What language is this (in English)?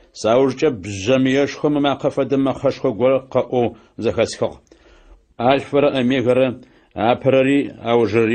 Adyghe